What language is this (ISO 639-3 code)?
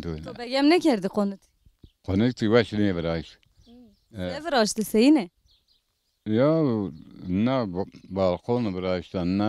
zza